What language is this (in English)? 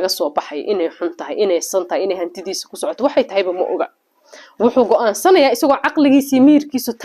Somali